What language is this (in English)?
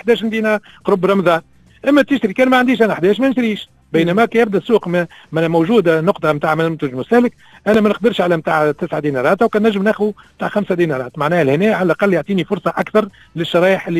Tunisian Arabic